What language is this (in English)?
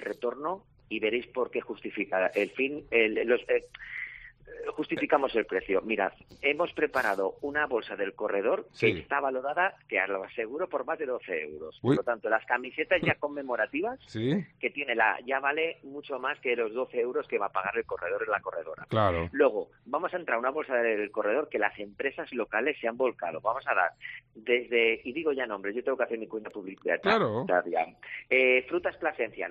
Spanish